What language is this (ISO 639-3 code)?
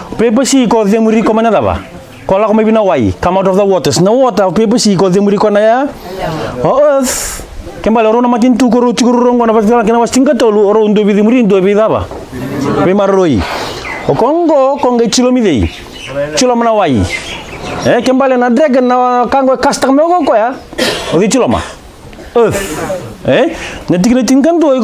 fij